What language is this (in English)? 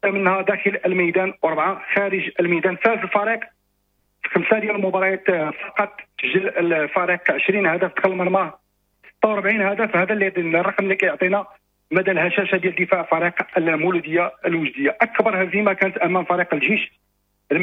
Moroccan Arabic